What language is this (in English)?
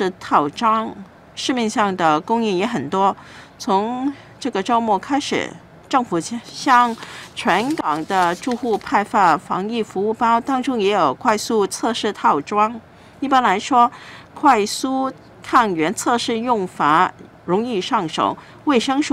Chinese